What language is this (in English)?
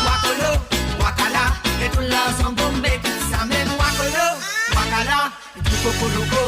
Morisyen